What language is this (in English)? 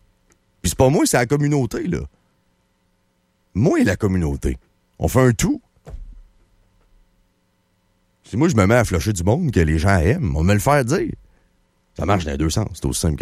French